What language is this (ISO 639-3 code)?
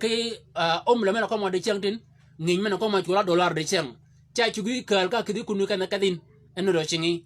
shk